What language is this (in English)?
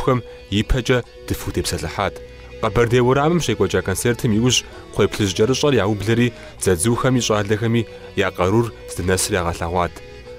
Kabardian